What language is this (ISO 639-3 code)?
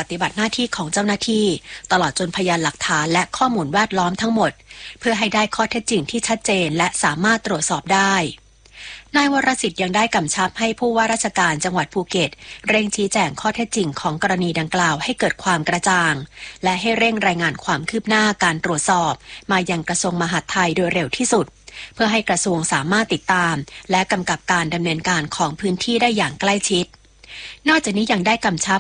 tha